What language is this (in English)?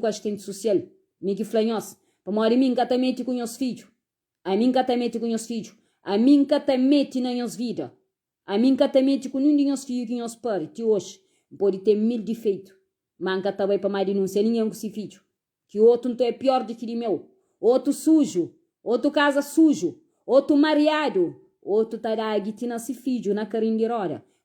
Kabuverdianu